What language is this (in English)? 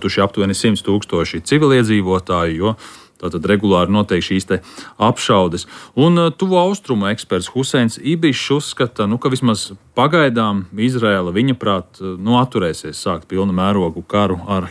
Latvian